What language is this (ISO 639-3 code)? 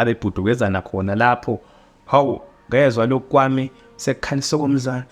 zul